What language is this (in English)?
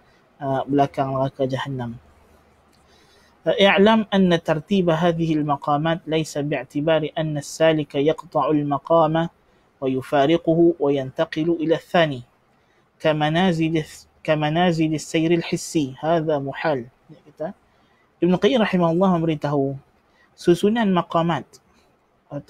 Malay